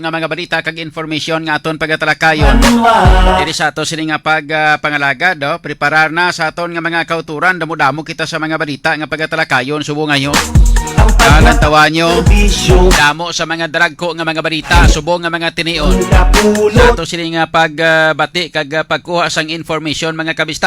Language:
Hiligaynon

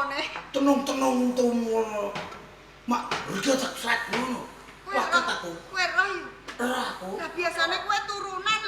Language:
Javanese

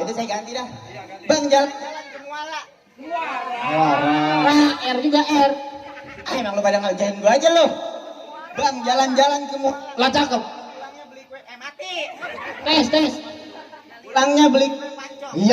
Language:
Betawi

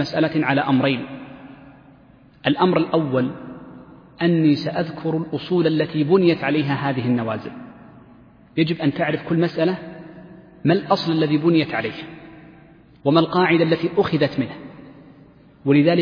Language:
Arabic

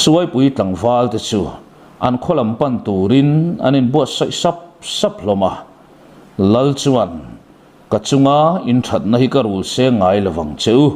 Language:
Mizo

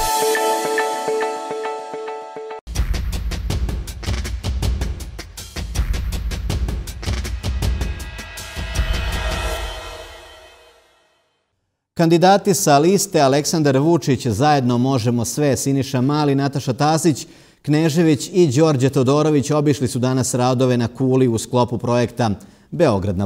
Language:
Serbian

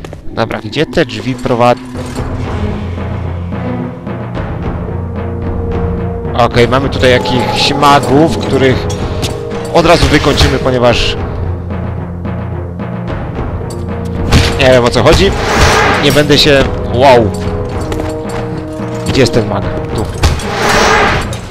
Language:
Polish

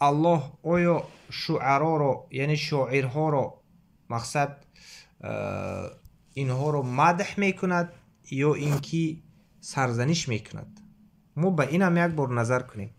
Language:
Tajik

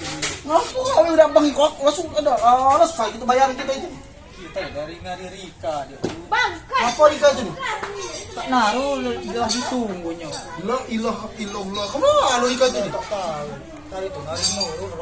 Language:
Musi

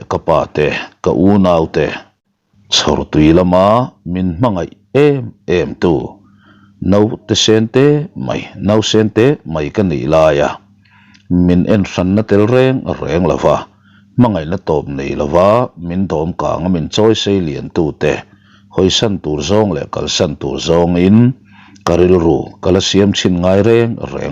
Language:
Mizo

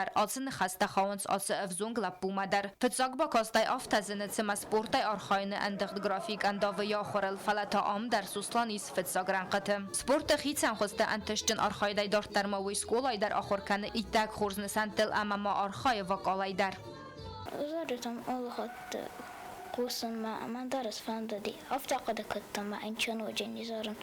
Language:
Ossetic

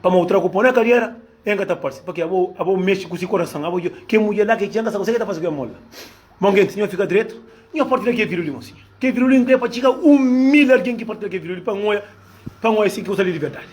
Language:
Kabuverdianu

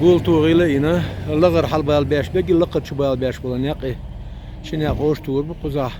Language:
Chechen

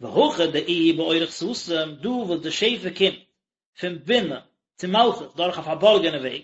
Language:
Yiddish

